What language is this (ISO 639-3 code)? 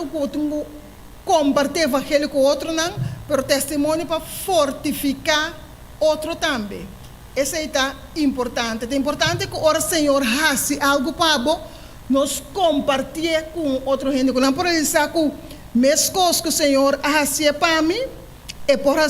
pap